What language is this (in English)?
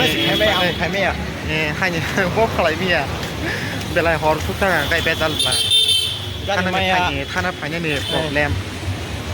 Kok Borok